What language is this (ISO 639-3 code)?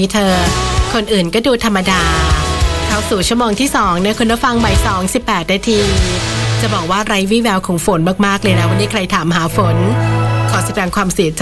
tha